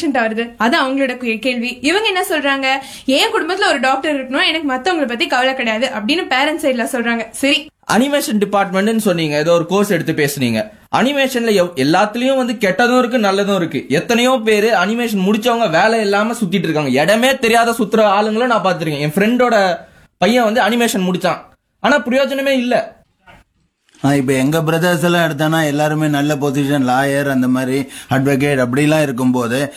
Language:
Tamil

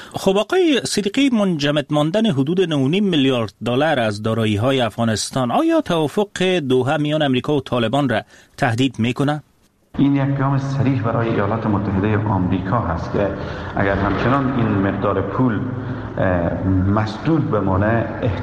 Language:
Persian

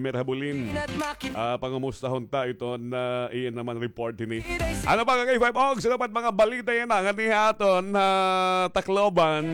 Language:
Waray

